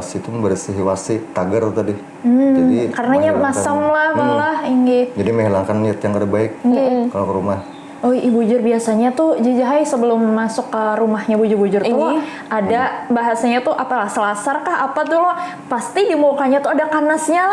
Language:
Banjar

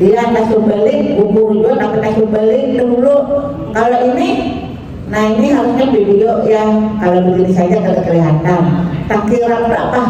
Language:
Banjar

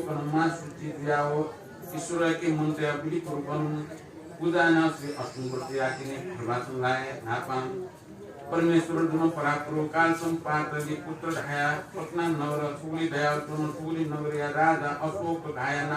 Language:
Newari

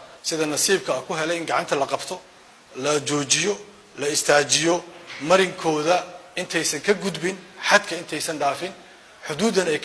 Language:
Somali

